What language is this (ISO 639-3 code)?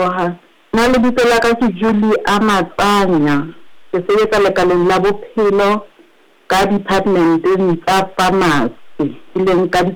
sot